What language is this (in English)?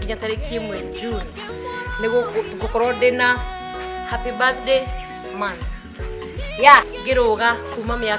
Kikuyu